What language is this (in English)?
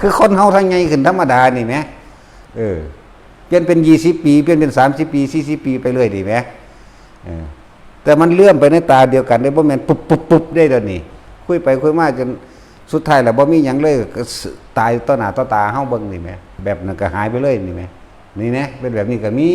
Northeastern Thai